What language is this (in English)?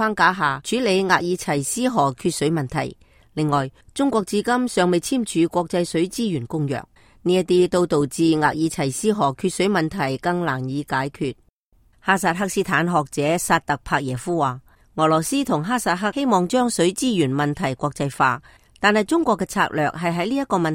Cantonese